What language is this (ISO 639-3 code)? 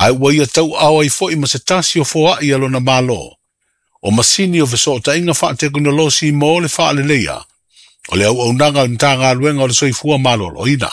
smo